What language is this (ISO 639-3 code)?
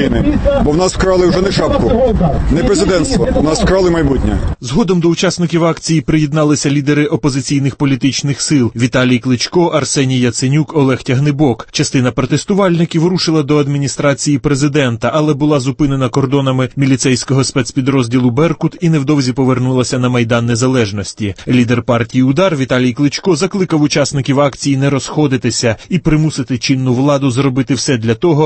ukr